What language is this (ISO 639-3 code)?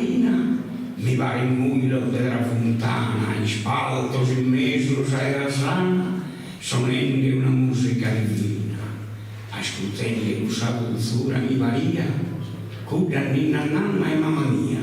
srd